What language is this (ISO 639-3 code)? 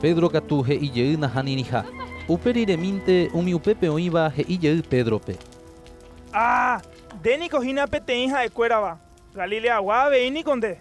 grn